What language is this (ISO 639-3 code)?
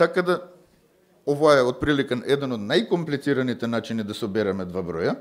mkd